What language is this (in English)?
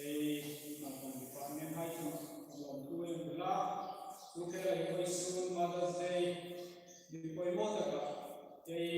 Hmar